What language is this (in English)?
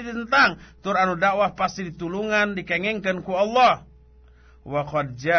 Sundanese